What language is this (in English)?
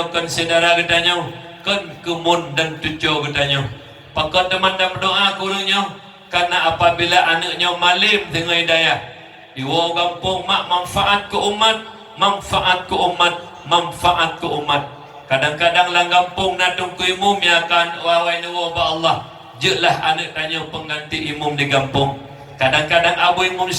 Achinese